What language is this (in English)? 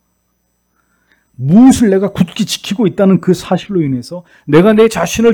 Korean